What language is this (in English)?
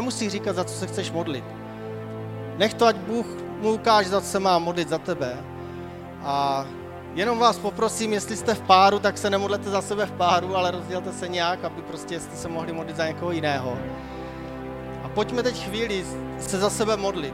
Czech